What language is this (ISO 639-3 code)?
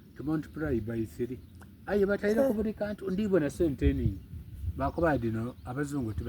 xog